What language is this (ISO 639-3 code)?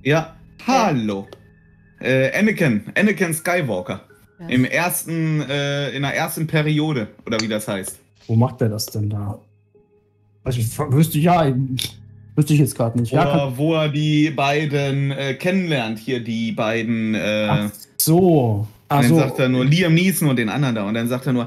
deu